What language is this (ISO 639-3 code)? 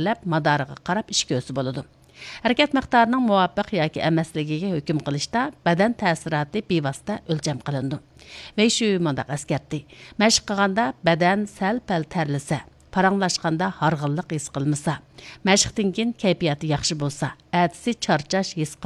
uig